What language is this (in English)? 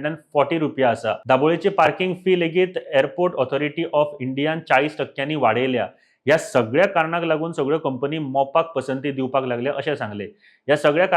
Konkani